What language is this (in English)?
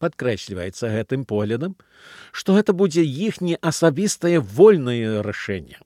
Belarusian